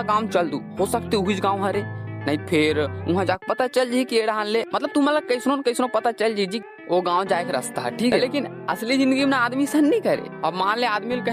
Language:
Chhattisgarhi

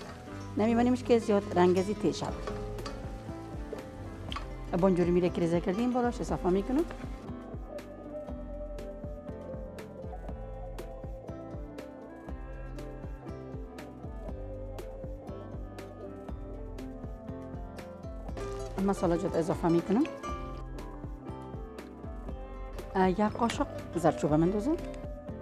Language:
Persian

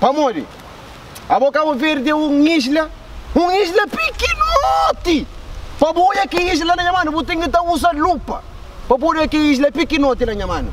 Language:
Kabuverdianu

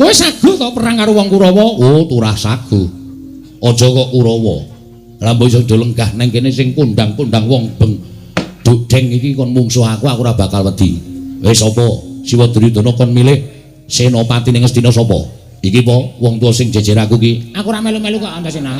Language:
Javanese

